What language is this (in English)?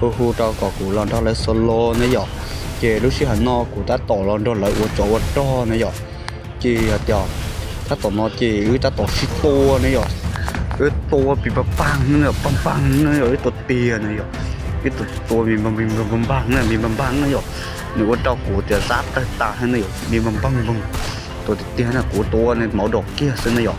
Hmong